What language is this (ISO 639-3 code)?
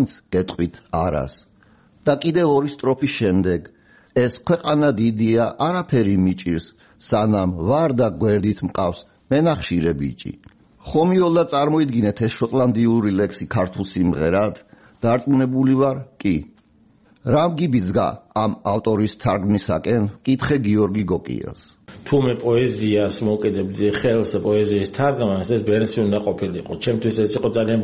kat